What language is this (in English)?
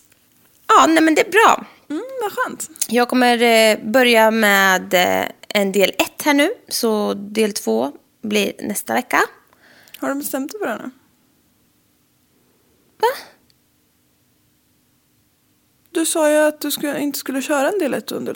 Swedish